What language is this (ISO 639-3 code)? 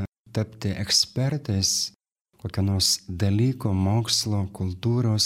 lit